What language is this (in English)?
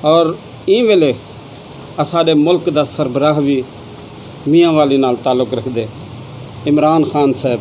Saraiki